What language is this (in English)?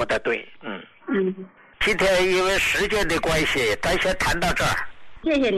Chinese